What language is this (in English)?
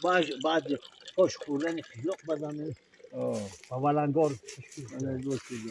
Tajik